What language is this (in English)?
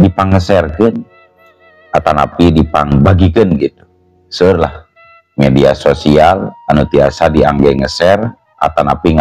Sundanese